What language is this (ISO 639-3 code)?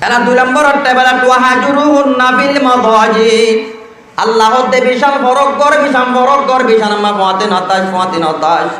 rhg